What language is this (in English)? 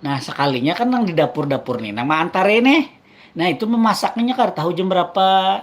Banjar